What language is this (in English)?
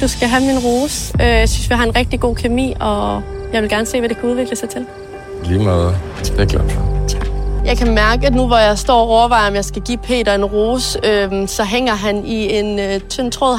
Danish